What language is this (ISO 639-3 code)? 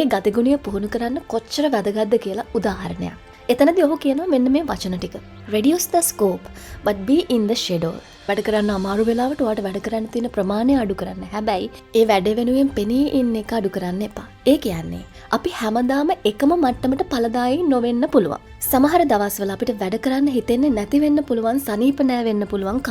sin